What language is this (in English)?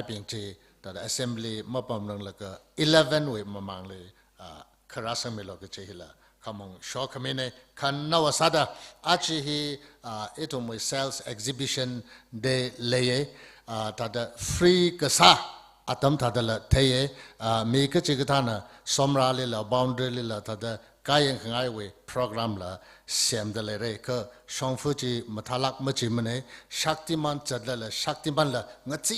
Tangkhul Naga (India)